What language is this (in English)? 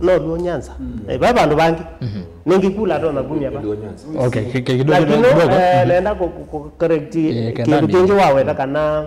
Kamba